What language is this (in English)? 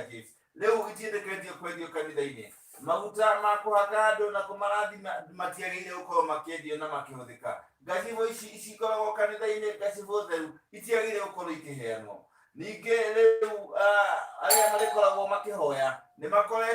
Kikuyu